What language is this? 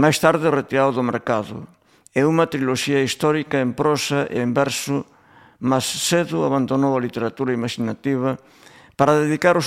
Galician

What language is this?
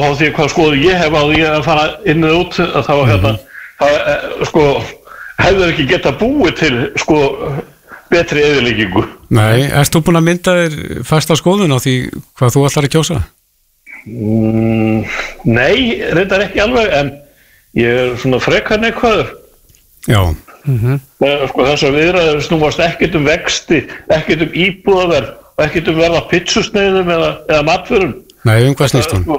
Icelandic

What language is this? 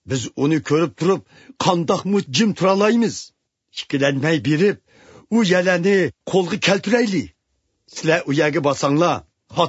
Uyghur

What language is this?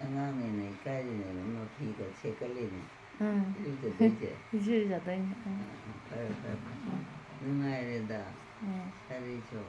Manipuri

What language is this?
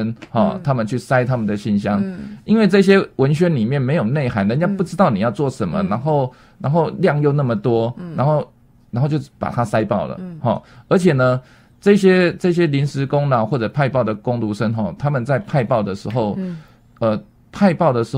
Chinese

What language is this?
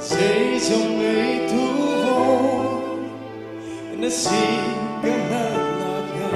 Hakha Chin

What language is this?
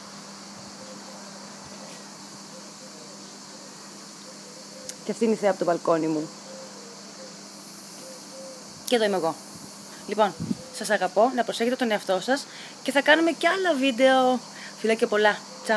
Greek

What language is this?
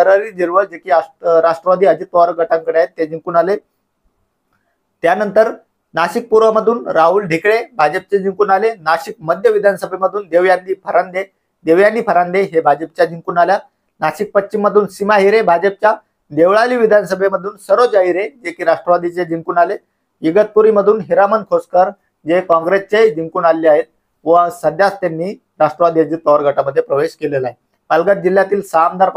Marathi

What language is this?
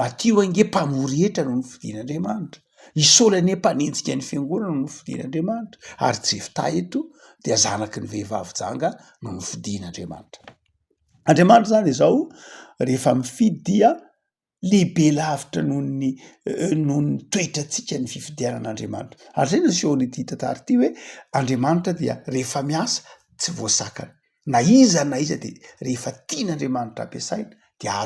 Malagasy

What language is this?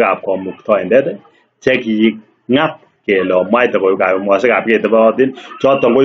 Kalenjin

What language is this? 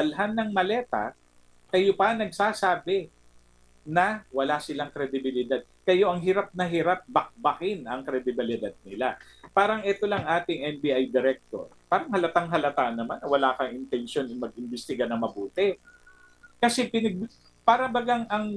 Filipino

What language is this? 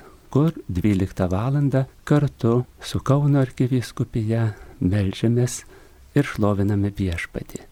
Lithuanian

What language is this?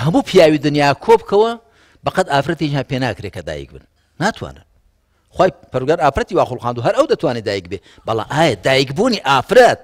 Central Kurdish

